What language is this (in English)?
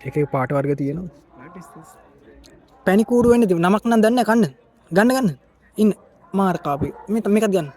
Sinhala